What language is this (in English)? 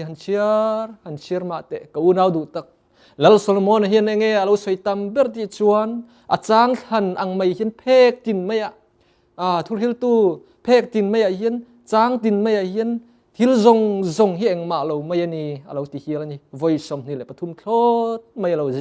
Mizo